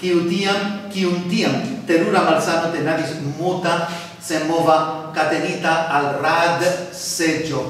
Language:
Esperanto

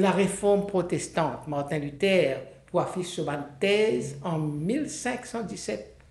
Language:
Morisyen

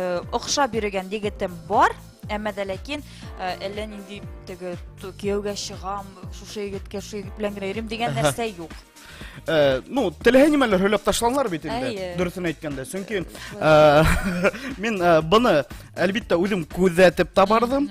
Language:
Bashkir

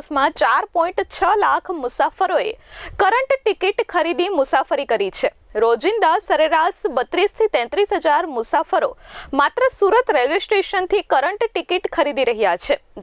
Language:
Gujarati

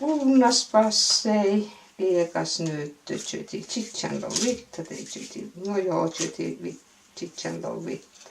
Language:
Inari Sami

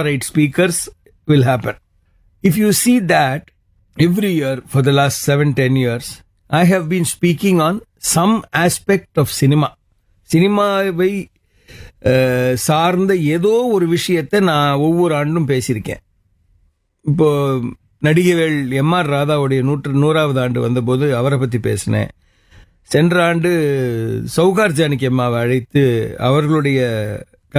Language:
Tamil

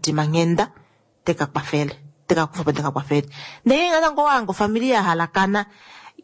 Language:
Kuanyama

